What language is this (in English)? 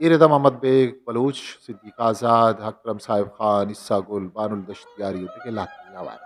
Eastern Balochi